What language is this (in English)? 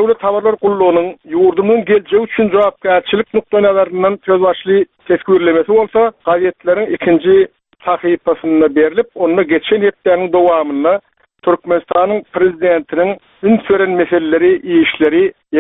Turkmen